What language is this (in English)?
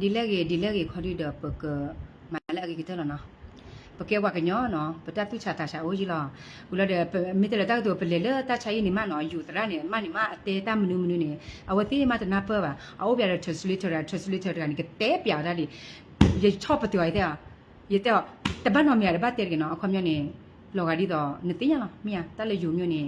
S'gaw Karen